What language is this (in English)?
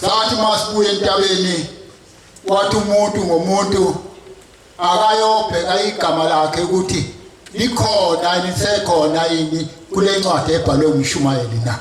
Zulu